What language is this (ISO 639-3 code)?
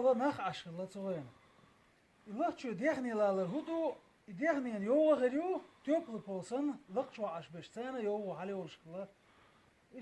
che